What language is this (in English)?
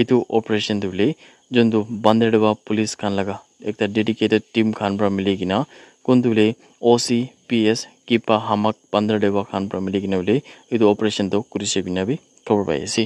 Naga Pidgin